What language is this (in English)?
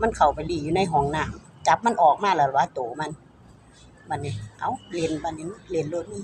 Northeastern Thai